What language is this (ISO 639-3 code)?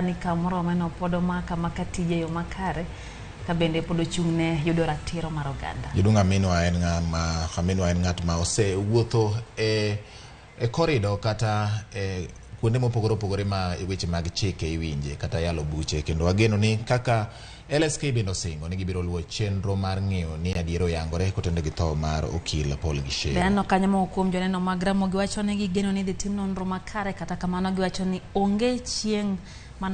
luo